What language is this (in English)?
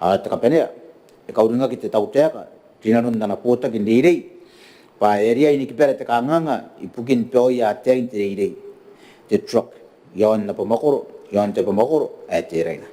Gilbertese